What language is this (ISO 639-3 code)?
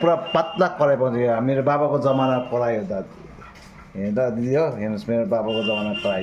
nep